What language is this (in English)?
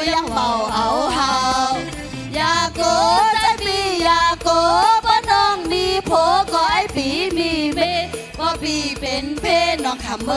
Shan